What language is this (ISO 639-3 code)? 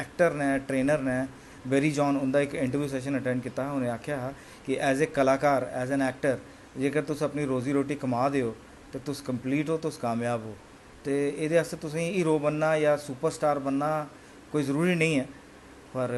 doi